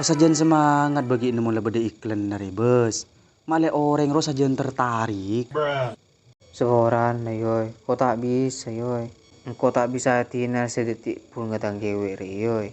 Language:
Madurese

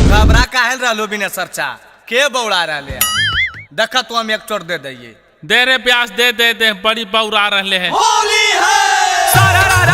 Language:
Magahi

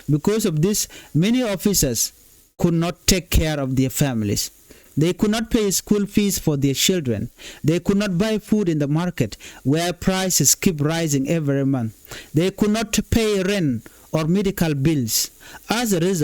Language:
Nuer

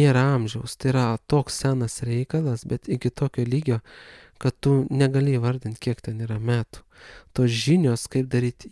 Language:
Lithuanian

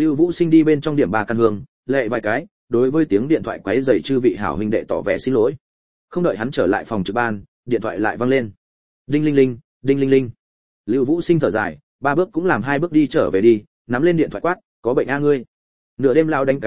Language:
Vietnamese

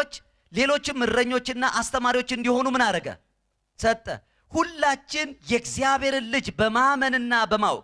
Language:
Amharic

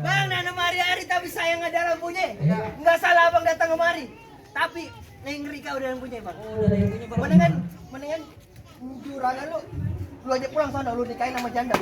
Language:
Betawi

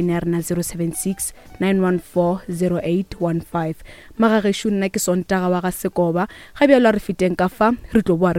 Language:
Northern Sotho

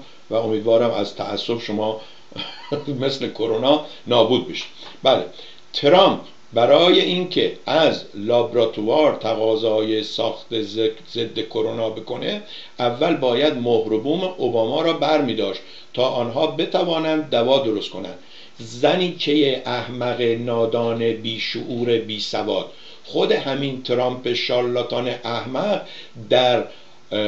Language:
Persian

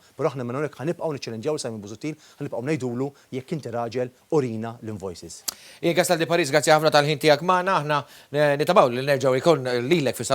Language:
Maltese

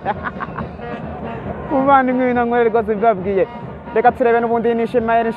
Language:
Kinyarwanda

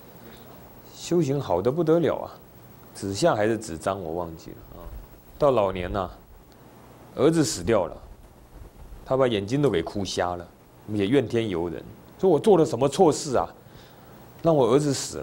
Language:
Chinese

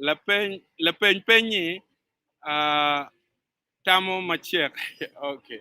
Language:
Acoli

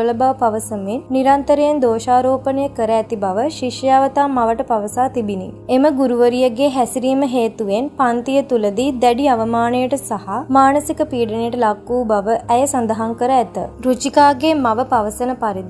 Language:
Sinhala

